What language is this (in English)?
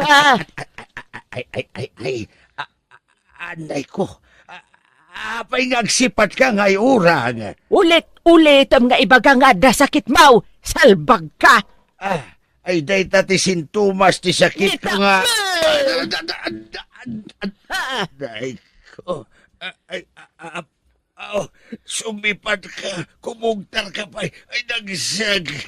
Iloko